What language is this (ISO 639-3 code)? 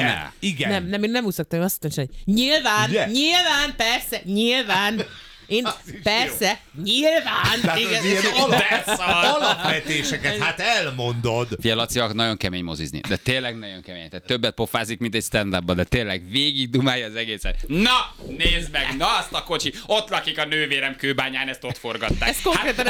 hun